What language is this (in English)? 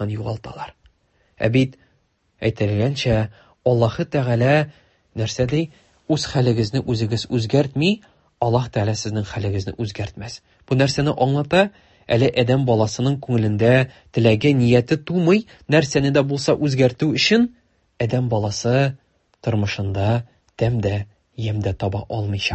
Tatar